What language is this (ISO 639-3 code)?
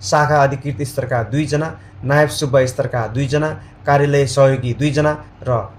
nep